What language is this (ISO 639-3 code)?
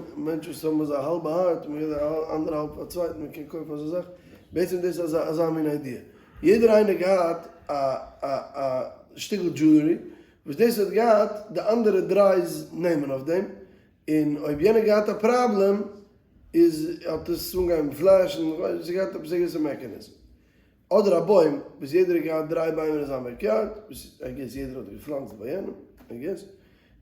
yid